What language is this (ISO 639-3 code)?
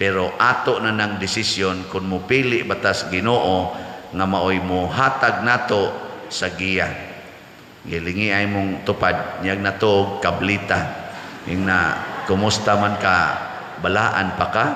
ceb